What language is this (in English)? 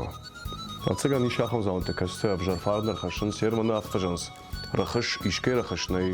Ossetic